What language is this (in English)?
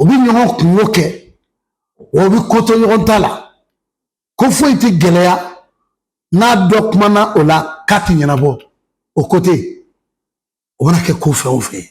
Bambara